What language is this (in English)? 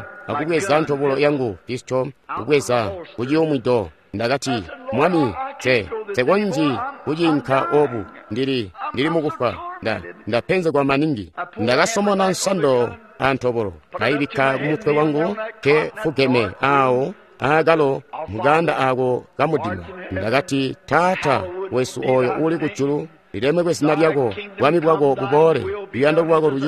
Tonga (Zambia)